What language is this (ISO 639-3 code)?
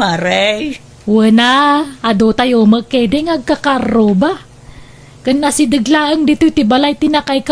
ilo